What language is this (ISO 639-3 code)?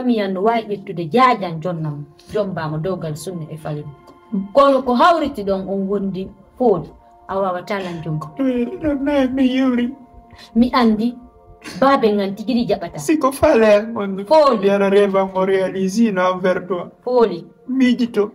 ful